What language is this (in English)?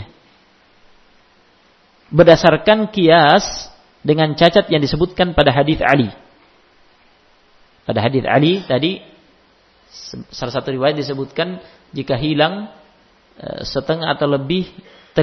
Indonesian